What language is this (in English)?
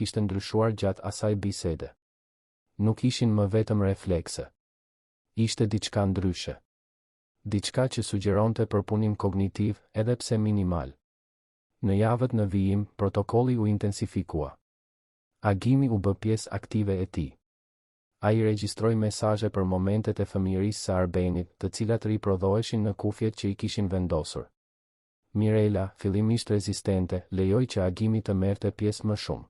Albanian